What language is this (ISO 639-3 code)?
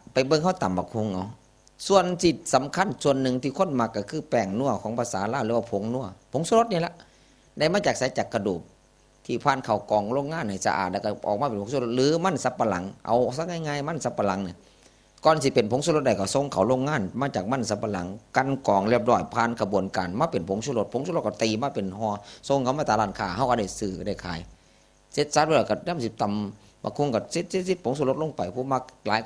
tts